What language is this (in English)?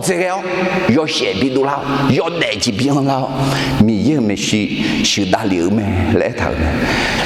Akha